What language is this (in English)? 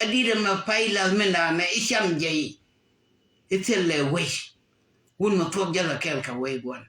Nuer